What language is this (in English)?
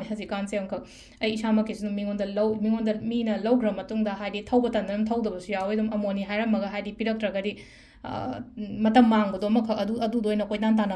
Manipuri